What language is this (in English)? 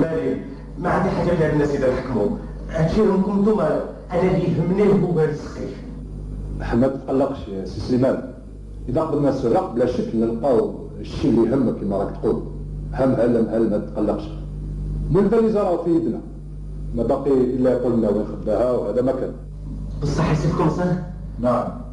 Algerian Arabic